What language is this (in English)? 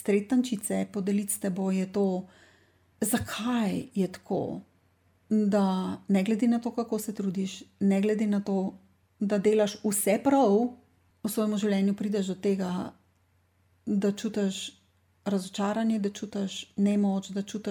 Slovenian